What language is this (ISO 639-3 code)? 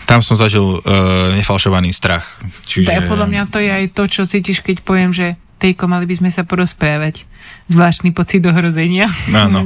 slk